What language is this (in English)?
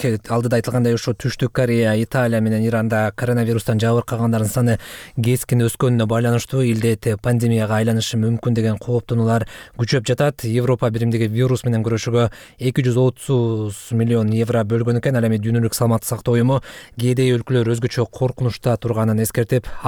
Kyrgyz